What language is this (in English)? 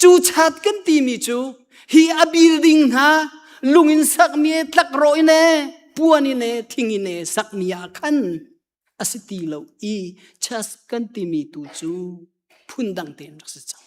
Hakha Chin